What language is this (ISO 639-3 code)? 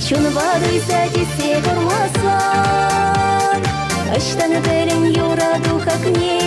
chv